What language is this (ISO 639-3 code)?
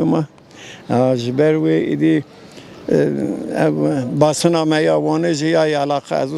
kur